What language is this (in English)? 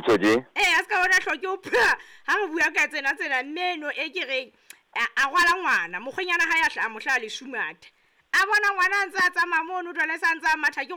Southern Sotho